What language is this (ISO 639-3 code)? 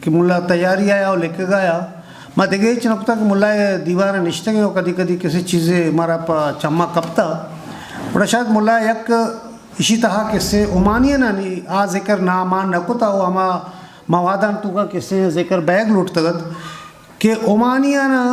bgp